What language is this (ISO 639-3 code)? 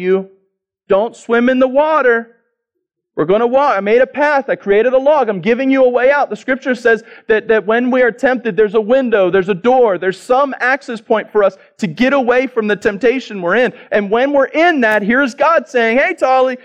eng